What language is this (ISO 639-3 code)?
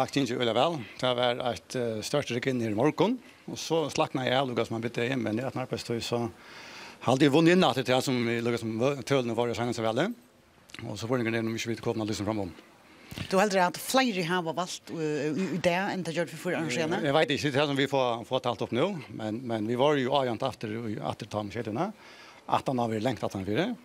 fao